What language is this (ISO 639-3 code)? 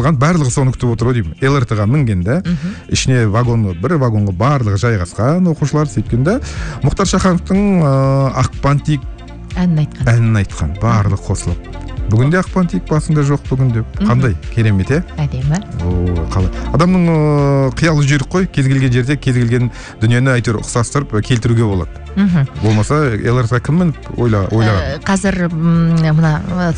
kaz